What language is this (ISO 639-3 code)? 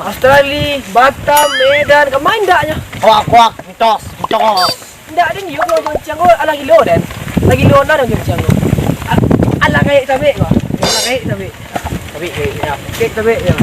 min